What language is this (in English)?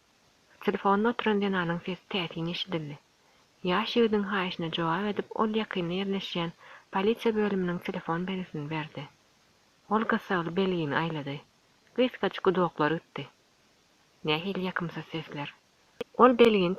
Turkmen